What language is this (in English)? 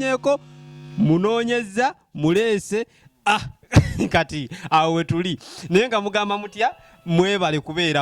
Ganda